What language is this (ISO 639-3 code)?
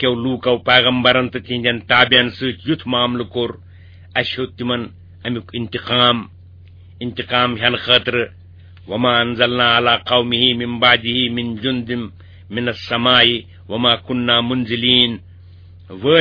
kas